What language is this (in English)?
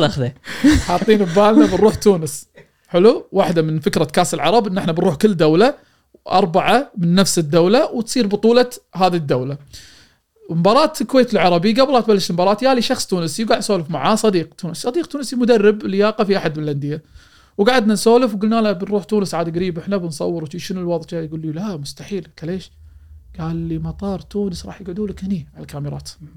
Gulf Arabic